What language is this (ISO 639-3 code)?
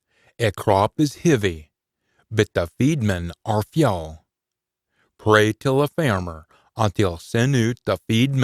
sco